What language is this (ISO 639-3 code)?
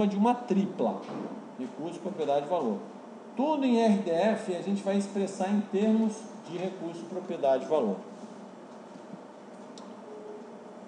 por